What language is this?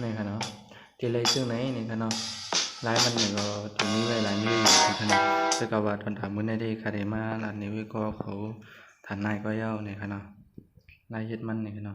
Shan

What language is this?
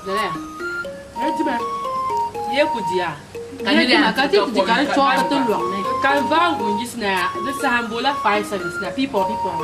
Dagbani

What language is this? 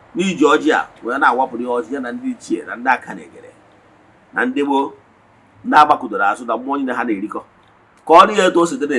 Igbo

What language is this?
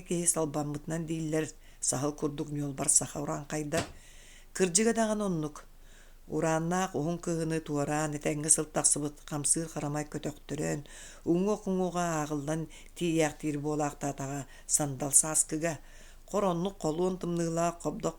Yakut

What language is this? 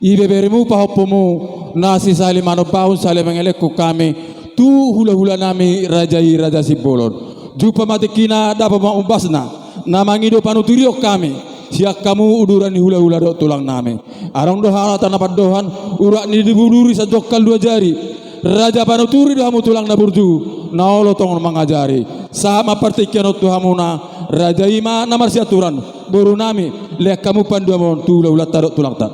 Batak Toba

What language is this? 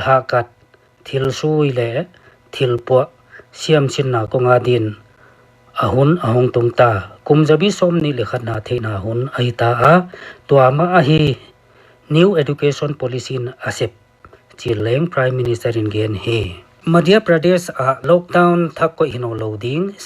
Paite Chin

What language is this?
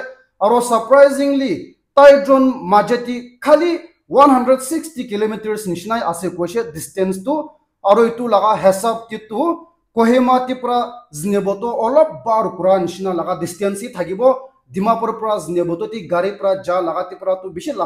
Naga Pidgin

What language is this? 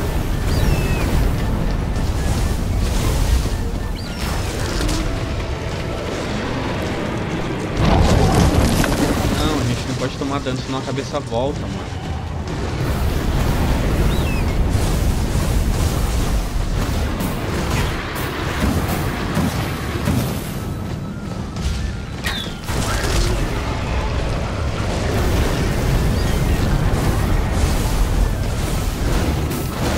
Portuguese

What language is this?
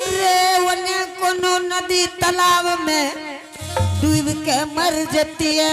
Angika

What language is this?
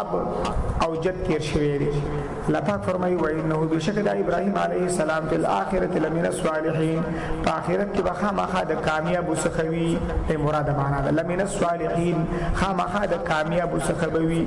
Pashto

